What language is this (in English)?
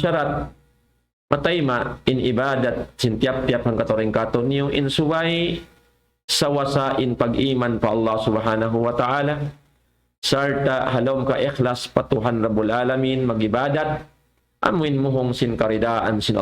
Tausug